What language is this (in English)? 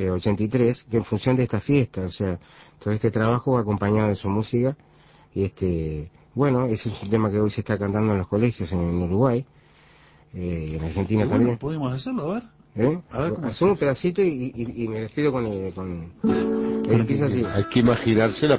Spanish